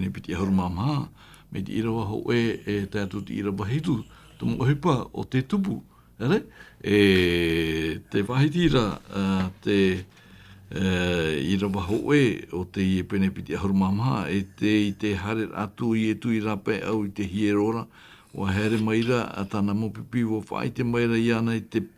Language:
Tahitian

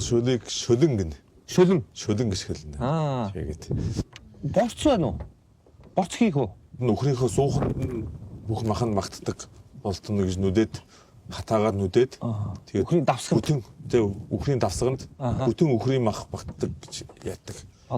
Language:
Mongolian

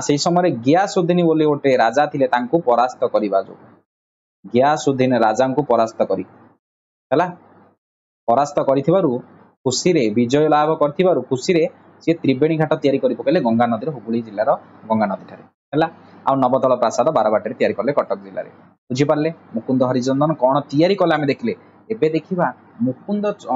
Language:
Odia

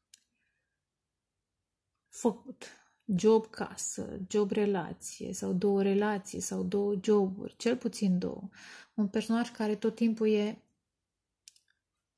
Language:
Romanian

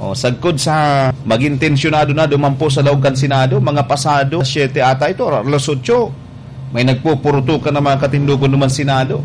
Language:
Bikol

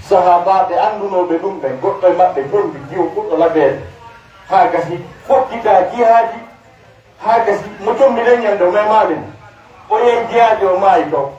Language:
Pular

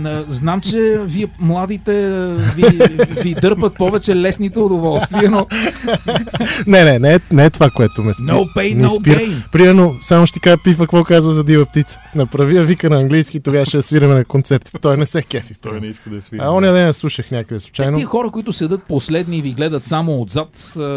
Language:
Bulgarian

